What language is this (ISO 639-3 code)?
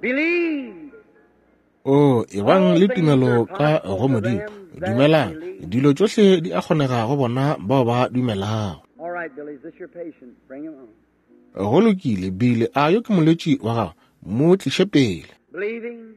nso